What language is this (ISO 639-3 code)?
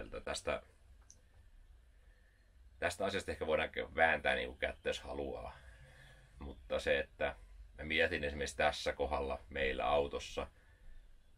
fin